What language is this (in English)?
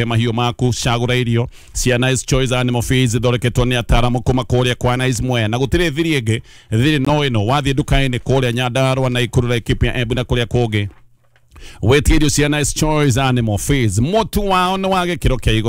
Kikuyu